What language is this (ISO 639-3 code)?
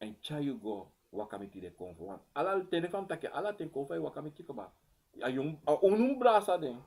srn